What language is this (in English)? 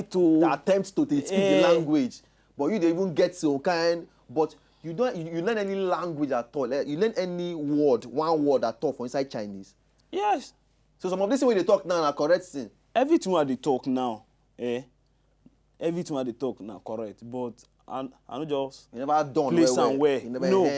Nigerian Pidgin